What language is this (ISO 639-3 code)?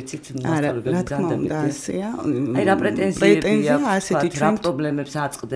kat